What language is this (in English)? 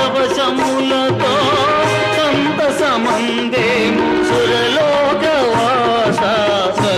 Telugu